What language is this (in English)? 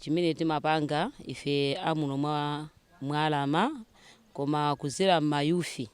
Nyanja